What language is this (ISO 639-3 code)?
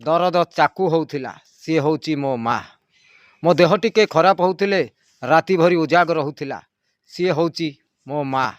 ori